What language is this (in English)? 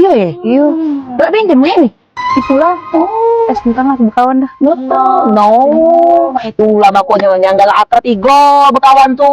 Musi